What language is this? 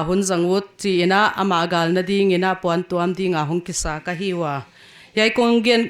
Paite Chin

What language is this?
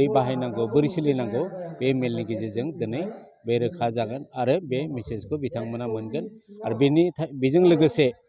Bodo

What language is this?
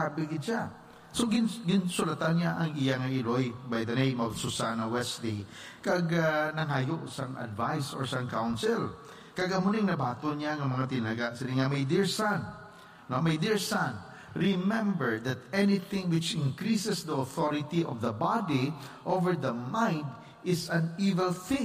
Hiligaynon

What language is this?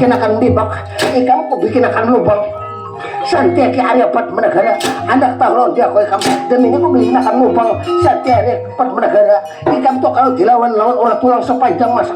Banjar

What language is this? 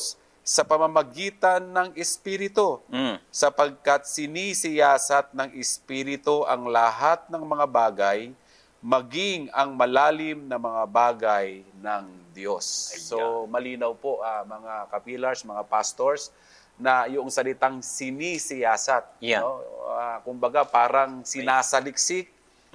Filipino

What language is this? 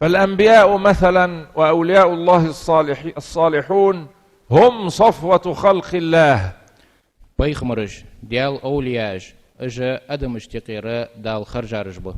Ingush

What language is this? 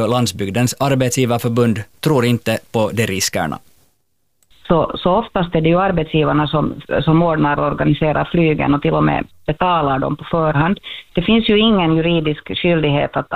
Swedish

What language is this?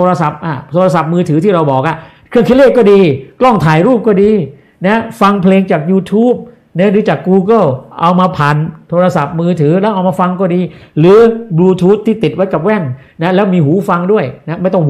Thai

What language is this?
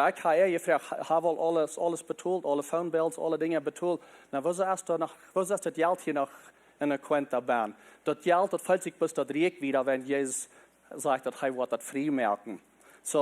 Plautdietsch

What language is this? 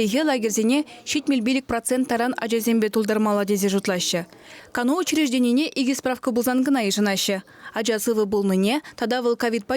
Chuvash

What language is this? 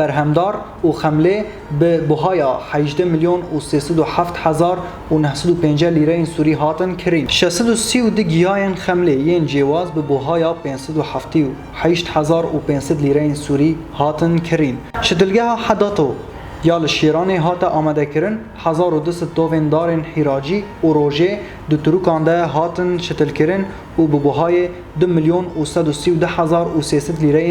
Kurdish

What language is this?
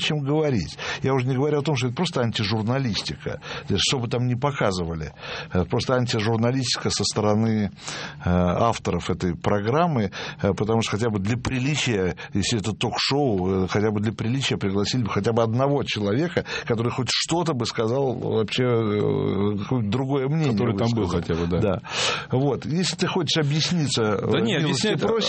Russian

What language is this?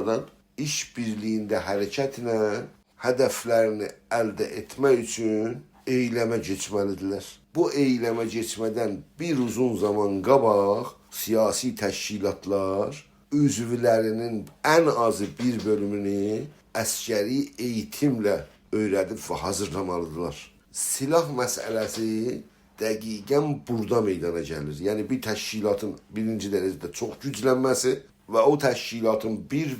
South Azerbaijani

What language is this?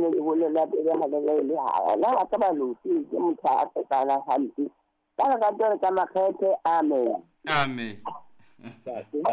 Southern Sotho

